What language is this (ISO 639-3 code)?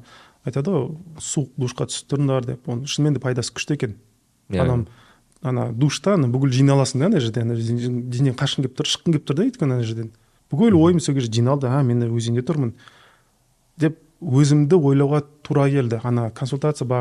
kaz